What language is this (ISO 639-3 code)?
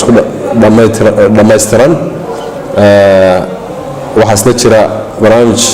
som